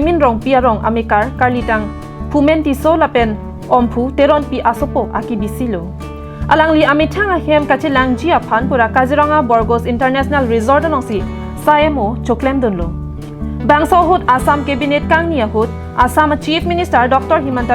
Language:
Karbi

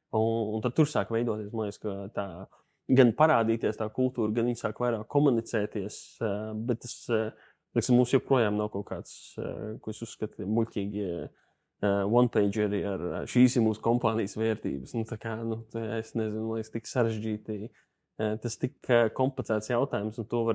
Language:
Latvian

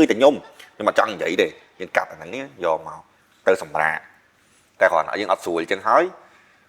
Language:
Khmer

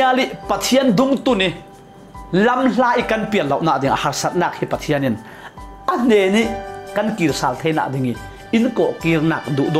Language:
Falam Chin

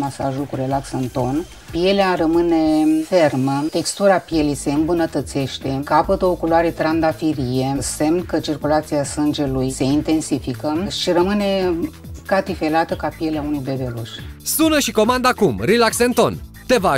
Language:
Romanian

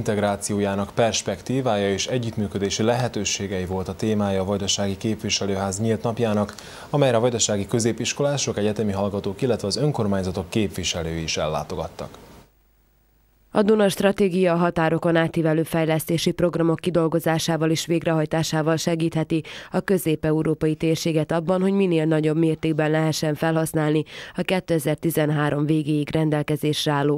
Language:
Hungarian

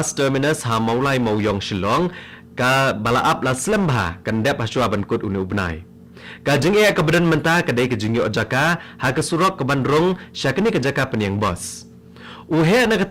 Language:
Khasi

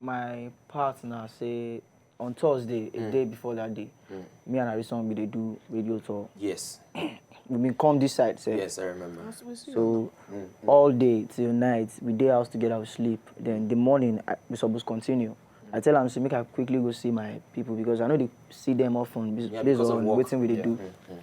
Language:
Nigerian Pidgin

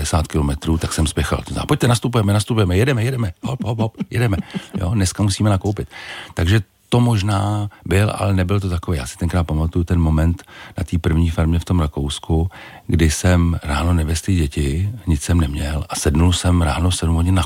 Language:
Czech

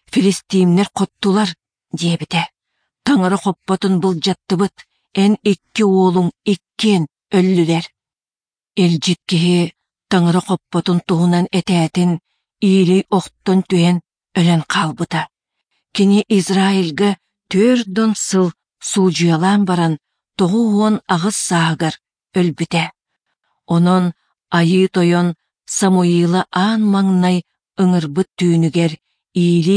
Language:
Yakut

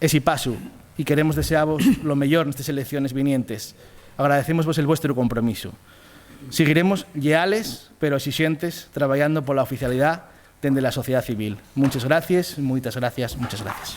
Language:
Asturian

